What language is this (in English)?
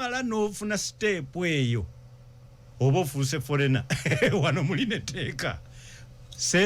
Ganda